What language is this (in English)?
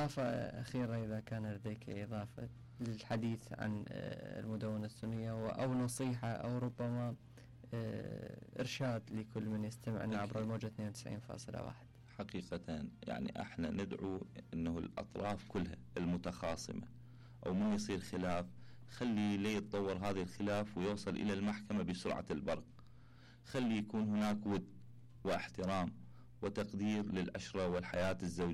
Mesopotamian Arabic